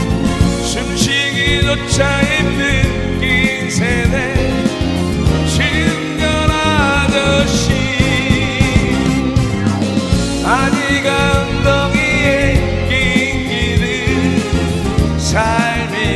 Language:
Korean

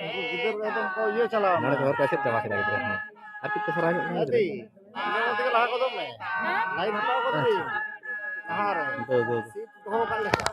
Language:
Santali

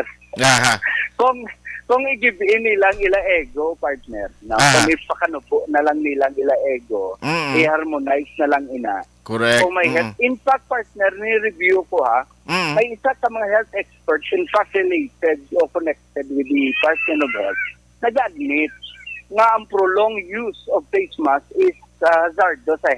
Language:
Hiligaynon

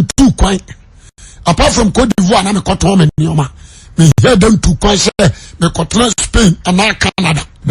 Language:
Akan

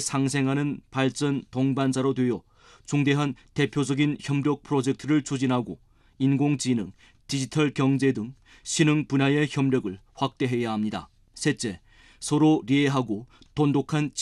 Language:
Korean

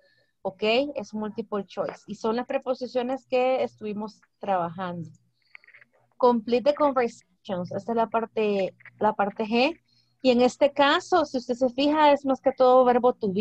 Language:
Spanish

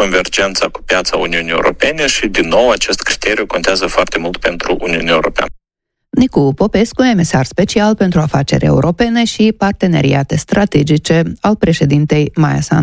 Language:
Romanian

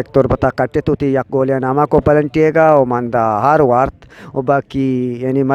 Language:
Eastern Balochi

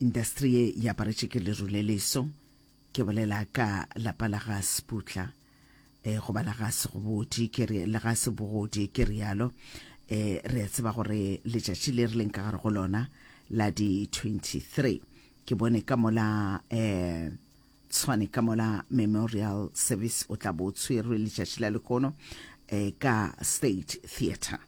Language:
Northern Sotho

